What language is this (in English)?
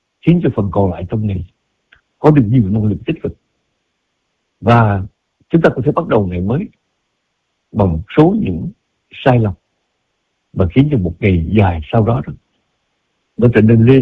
Vietnamese